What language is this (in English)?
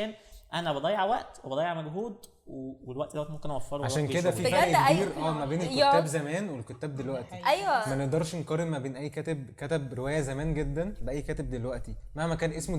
Egyptian Arabic